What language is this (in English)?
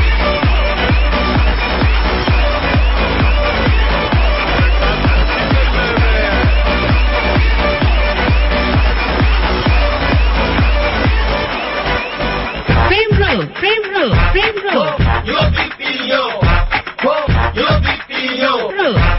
Bangla